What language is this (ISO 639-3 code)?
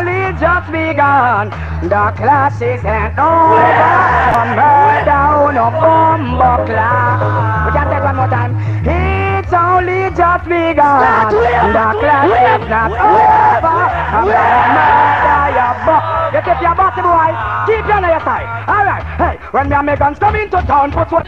jam